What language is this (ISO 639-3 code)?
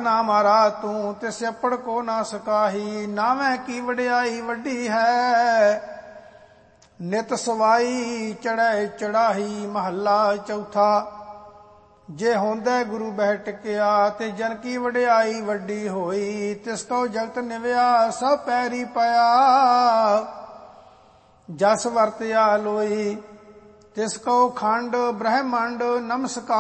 pan